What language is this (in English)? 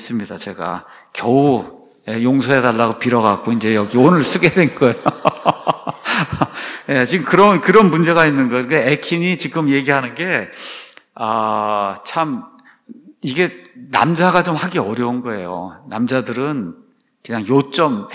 Korean